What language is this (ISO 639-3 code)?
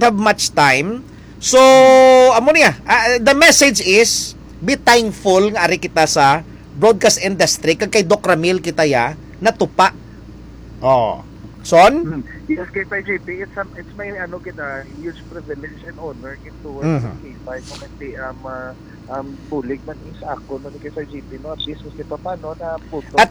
hil